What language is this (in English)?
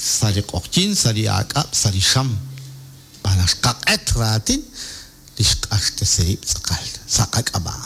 Kekchí